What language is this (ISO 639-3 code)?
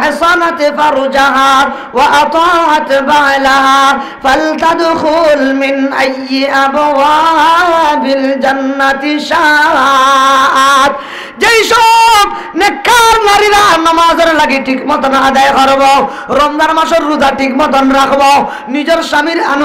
syl